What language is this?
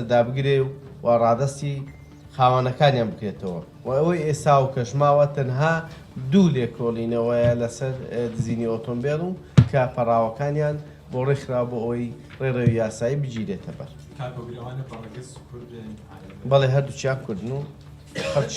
Central Kurdish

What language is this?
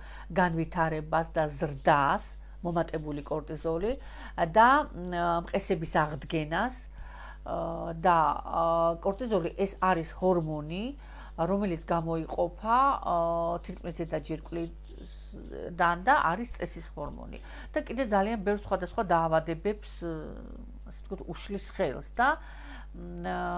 Georgian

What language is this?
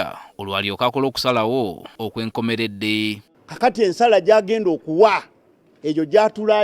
Ganda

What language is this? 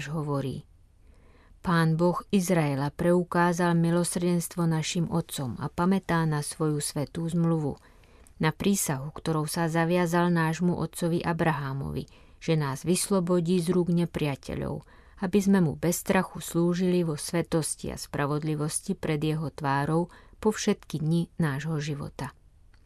Slovak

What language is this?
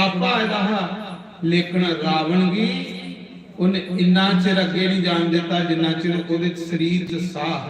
Dogri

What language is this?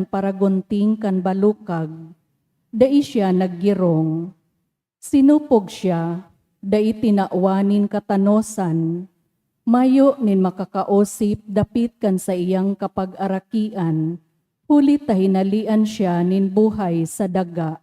Bikol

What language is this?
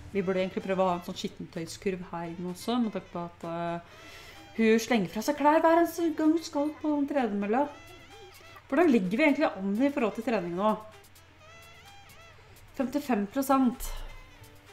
Norwegian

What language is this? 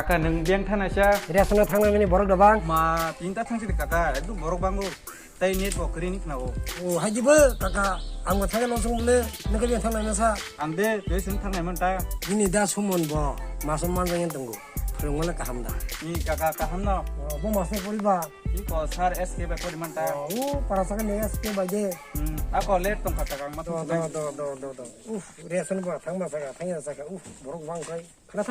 Kok Borok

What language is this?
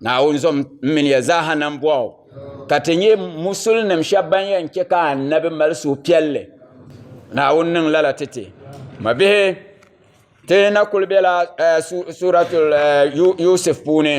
Dagbani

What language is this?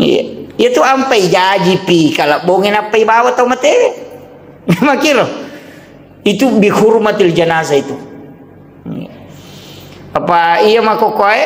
Buginese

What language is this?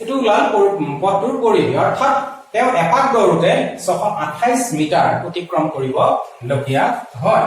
Assamese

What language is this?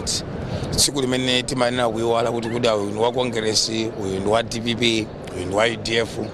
Nyanja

